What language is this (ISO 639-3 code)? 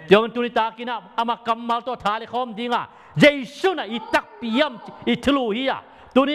ctd